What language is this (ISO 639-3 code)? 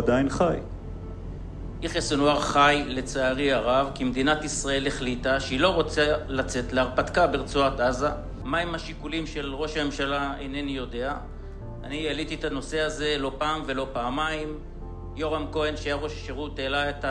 heb